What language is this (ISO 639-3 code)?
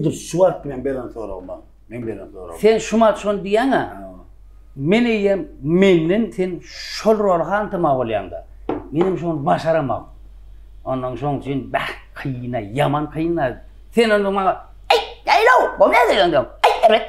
tuk